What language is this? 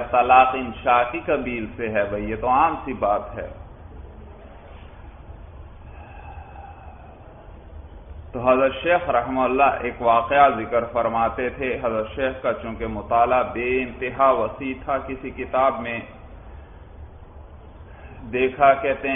Urdu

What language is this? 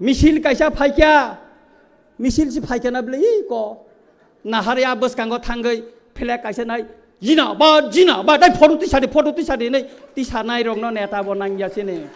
Kok Borok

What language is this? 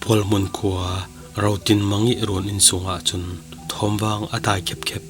Falam Chin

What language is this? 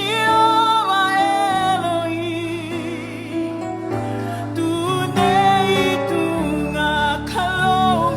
Fijian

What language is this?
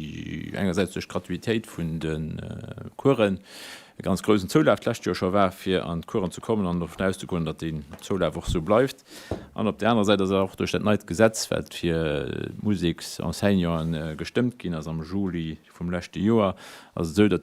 Luxembourgish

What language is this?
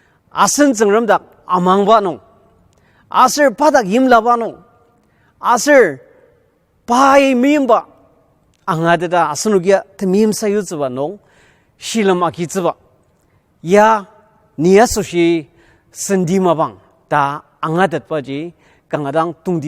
Ao Naga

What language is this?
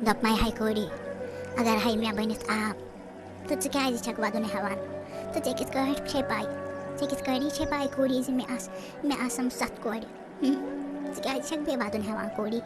Kashmiri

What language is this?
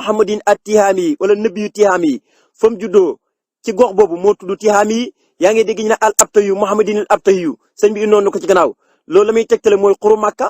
Wolof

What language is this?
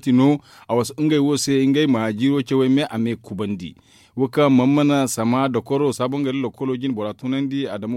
Zarma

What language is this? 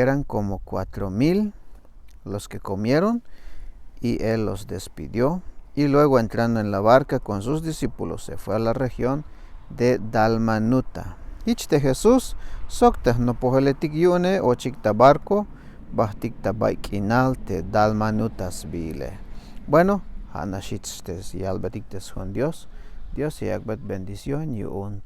Tzeltal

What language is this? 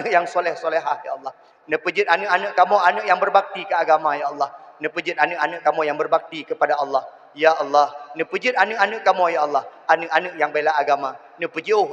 Achinese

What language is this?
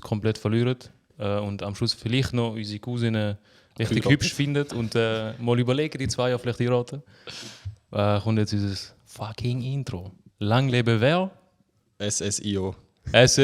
Swiss German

